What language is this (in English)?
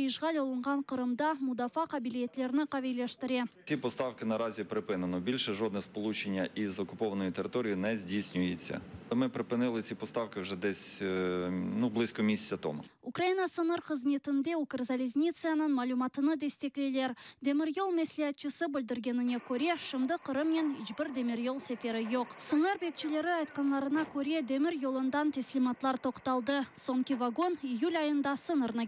Crimean Tatar